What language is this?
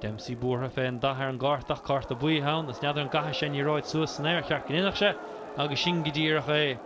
Irish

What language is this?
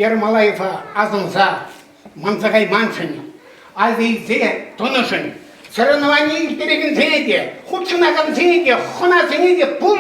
Chuvash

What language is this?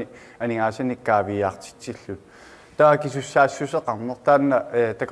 Kalaallisut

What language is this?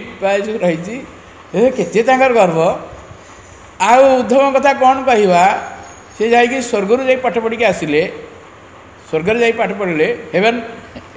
Odia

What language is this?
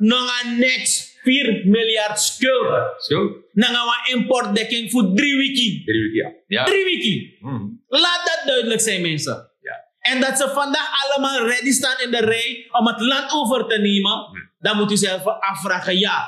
Sranan Tongo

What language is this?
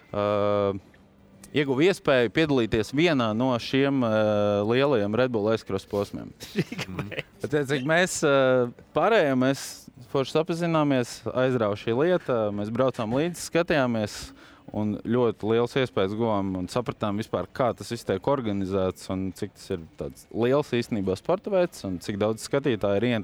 Latvian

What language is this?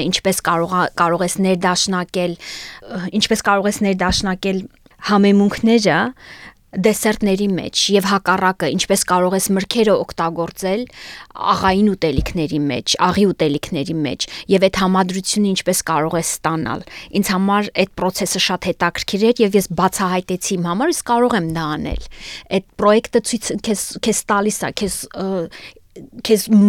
Armenian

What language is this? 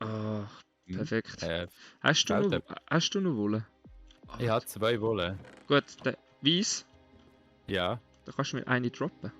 Swiss German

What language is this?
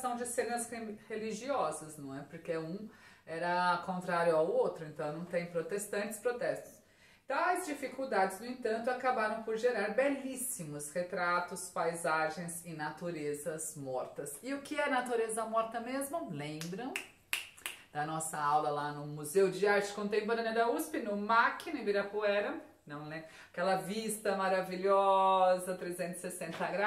Portuguese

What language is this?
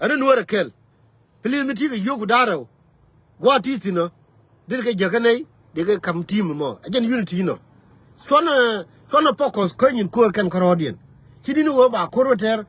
Nuer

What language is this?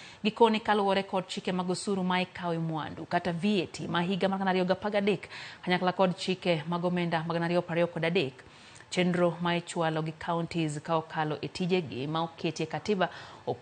Luo (Kenya and Tanzania)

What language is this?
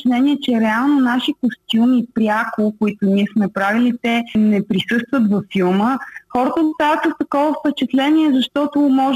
Bulgarian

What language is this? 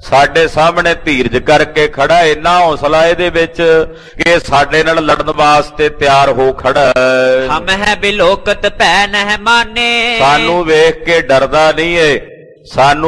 Punjabi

